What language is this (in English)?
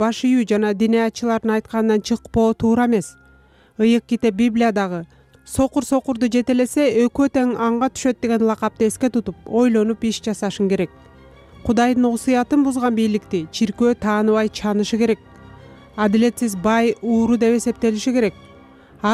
Kyrgyz